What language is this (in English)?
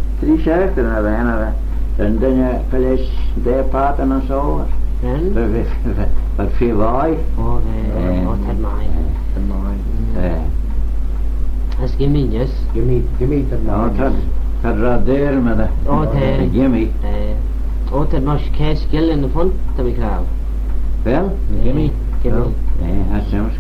Manx